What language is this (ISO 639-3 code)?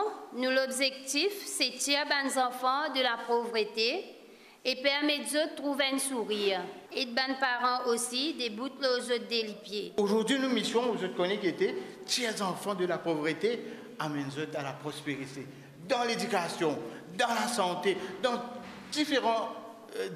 mfe